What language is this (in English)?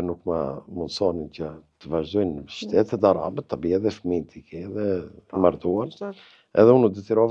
Albanian